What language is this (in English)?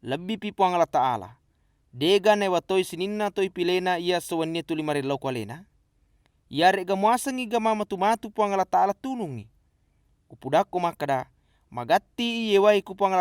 Buginese